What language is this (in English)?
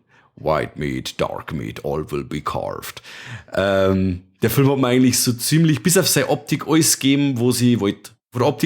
Bavarian